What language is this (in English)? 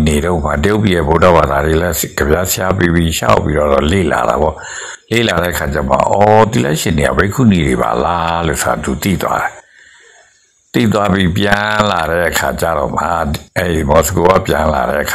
Burmese